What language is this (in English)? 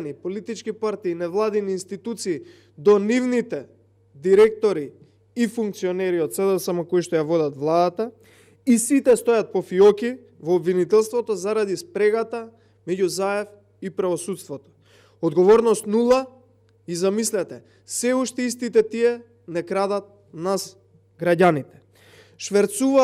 Macedonian